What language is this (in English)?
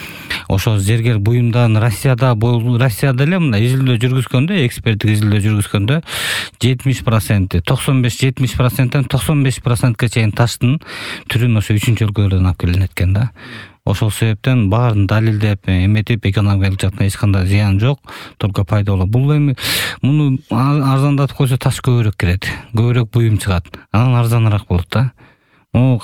Kyrgyz